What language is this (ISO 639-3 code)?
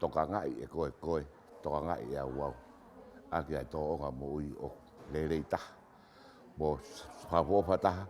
ton